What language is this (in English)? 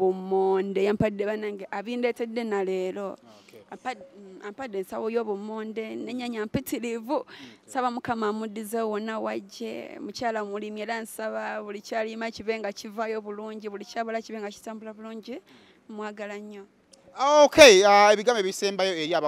Ganda